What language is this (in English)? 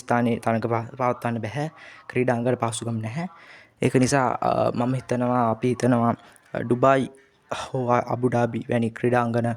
Sinhala